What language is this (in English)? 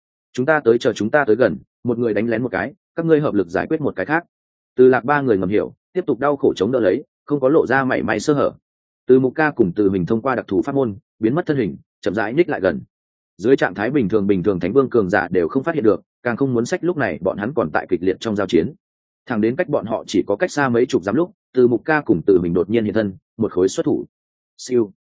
Vietnamese